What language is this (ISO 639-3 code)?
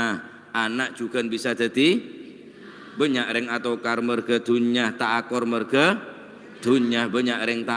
mad